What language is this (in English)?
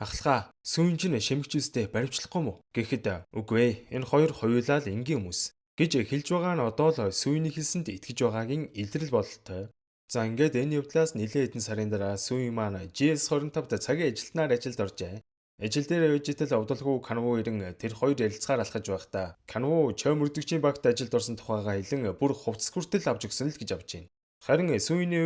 Mongolian